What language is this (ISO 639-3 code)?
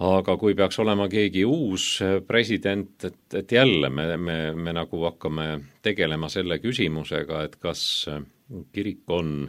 est